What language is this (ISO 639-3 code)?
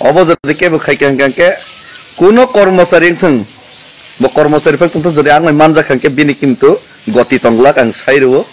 trp